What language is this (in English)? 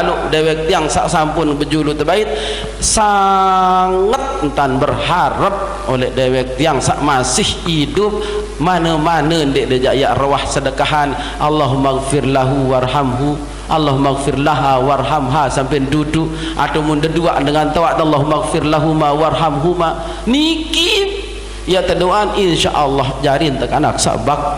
Sasak